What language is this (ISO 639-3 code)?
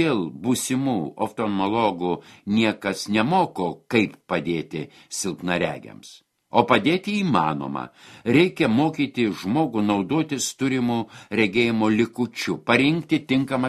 lit